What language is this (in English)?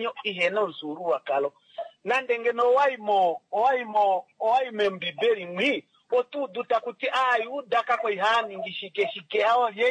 Kuanyama